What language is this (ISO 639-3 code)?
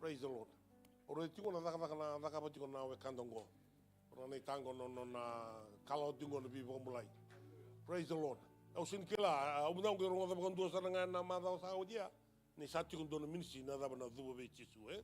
fij